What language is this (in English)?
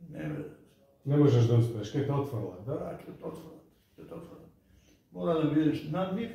Macedonian